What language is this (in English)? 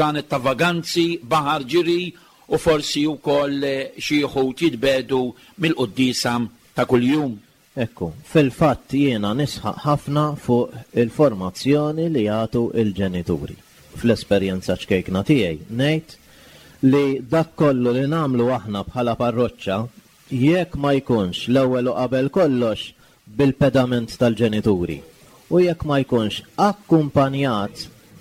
Maltese